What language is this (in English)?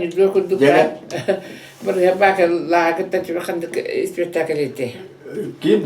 Yakut